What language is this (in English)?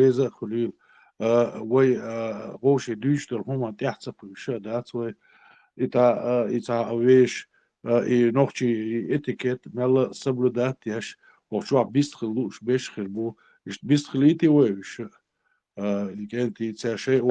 Chechen